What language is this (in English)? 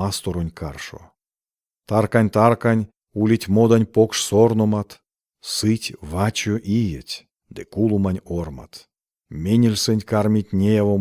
Erzya